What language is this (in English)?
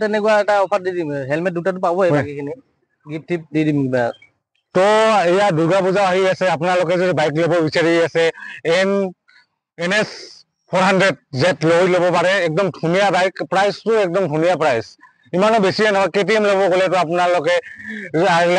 Assamese